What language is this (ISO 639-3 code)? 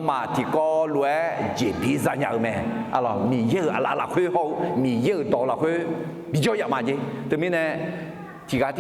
ahk